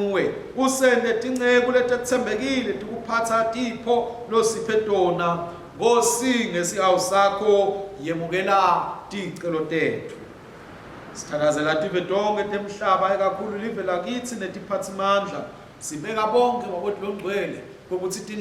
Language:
Swati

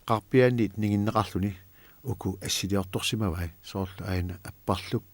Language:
Kalaallisut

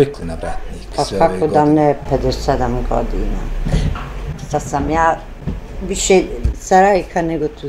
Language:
Bosnian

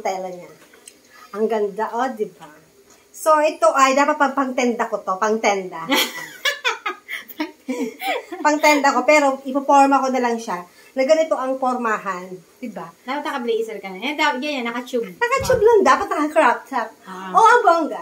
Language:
Filipino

